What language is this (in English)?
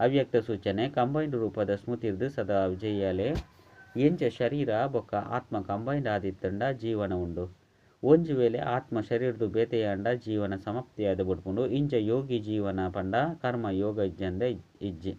Tulu